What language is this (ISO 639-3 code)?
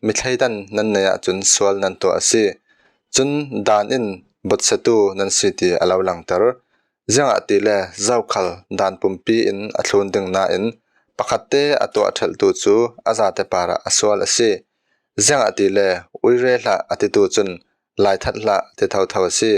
cfm